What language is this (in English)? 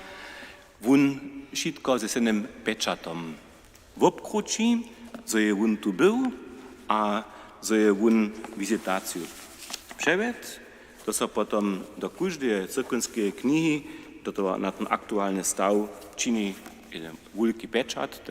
Upper Sorbian